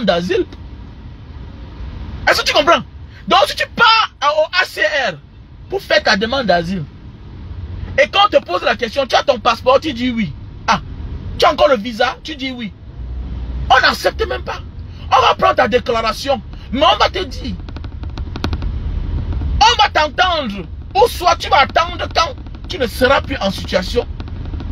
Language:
French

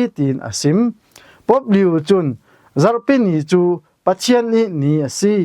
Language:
Falam Chin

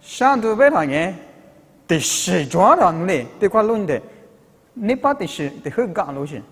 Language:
Lisu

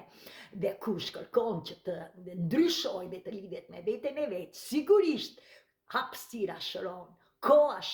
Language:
Albanian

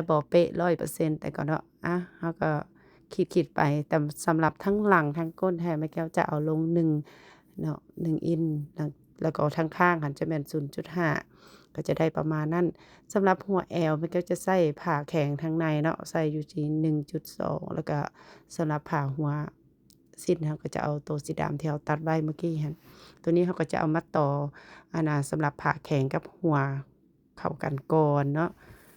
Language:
Lao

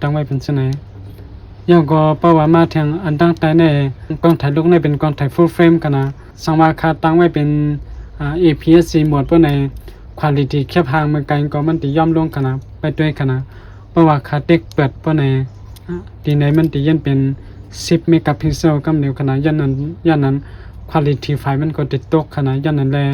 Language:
Shan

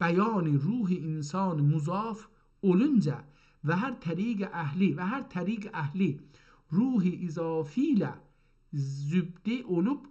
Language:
South Azerbaijani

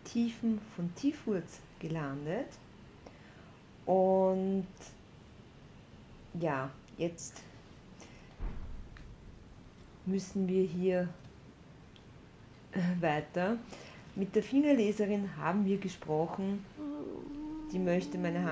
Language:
German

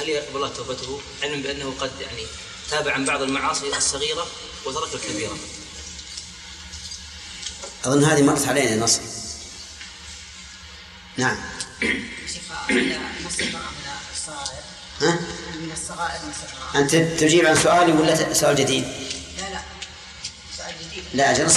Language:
Arabic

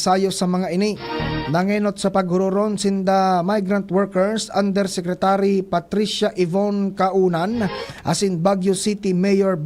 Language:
Bikol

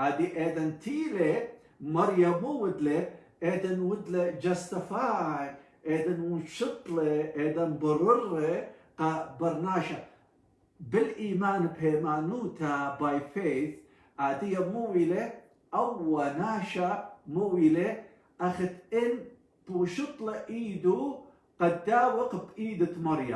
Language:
Assyrian Neo-Aramaic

